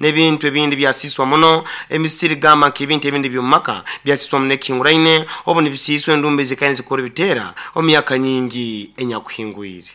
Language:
Nyankole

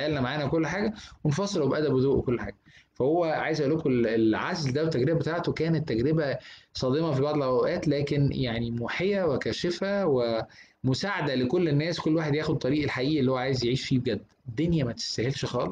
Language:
Egyptian Arabic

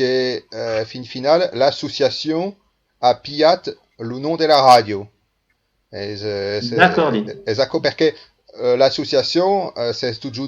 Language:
Occitan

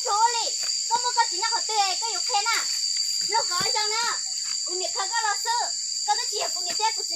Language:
Hmong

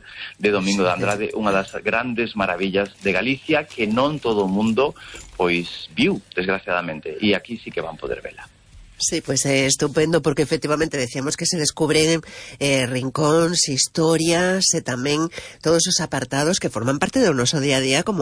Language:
Galician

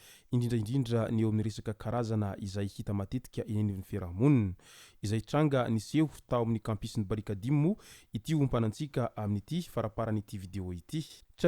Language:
Malagasy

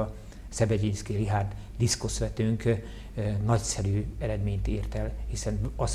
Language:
Hungarian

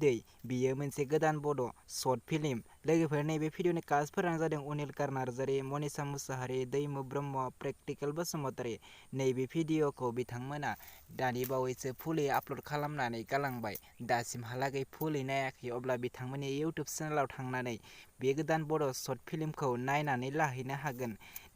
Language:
Bodo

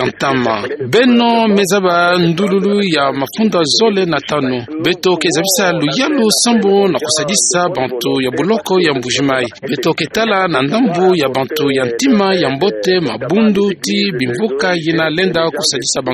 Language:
Kituba (Democratic Republic of Congo)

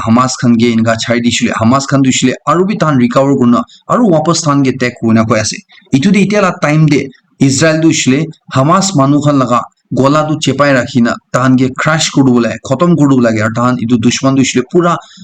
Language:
Naga Pidgin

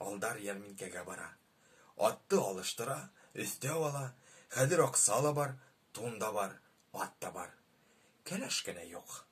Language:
Bashkir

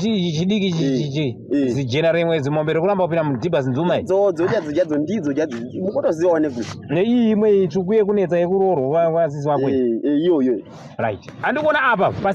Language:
Shona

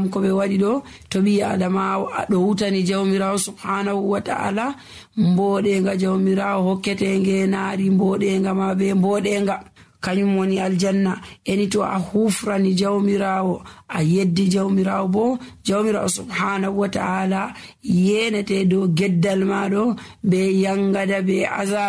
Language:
Nigerian Fulfulde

